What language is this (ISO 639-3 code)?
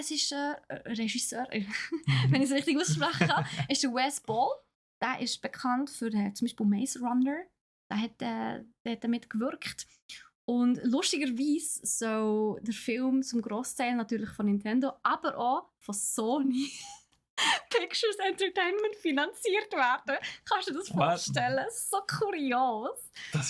gsw